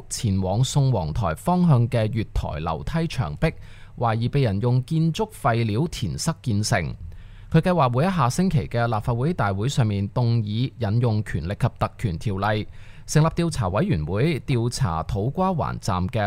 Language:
Cantonese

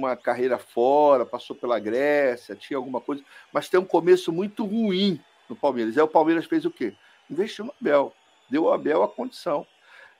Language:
Portuguese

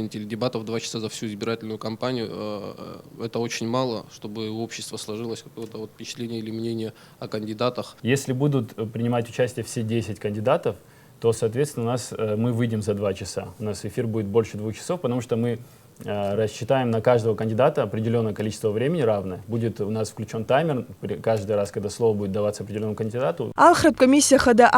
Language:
Abkhazian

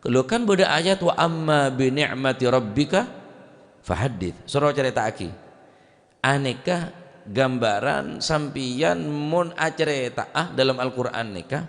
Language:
Madurese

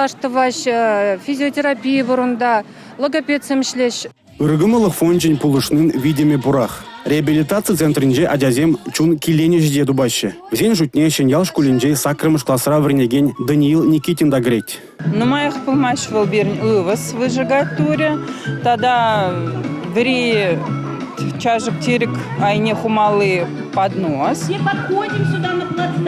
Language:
Chuvash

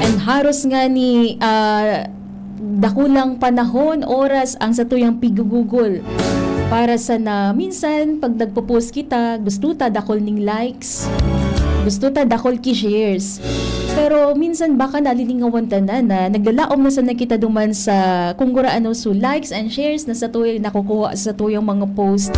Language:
Bikol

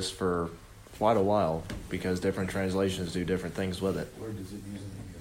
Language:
English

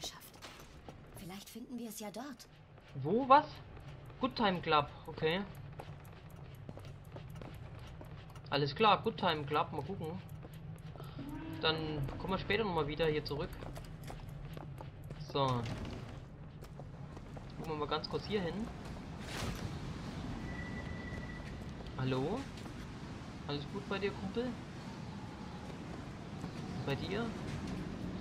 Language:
German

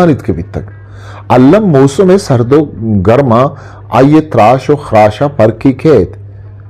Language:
Eastern Balochi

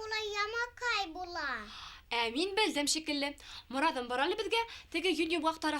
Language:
Bashkir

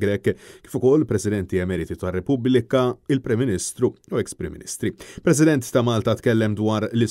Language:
Maltese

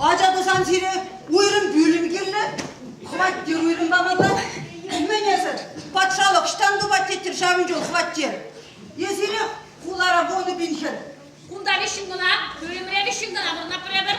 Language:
Chuvash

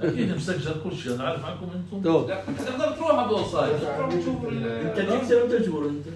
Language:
North Levantine Arabic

